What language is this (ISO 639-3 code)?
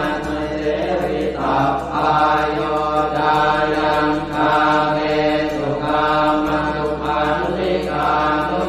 pli